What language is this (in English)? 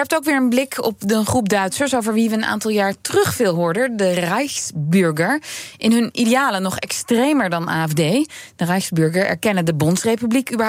Dutch